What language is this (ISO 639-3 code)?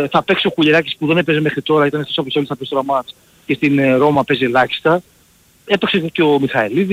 ell